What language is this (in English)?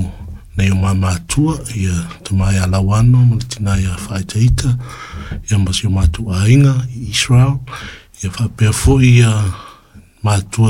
Samoan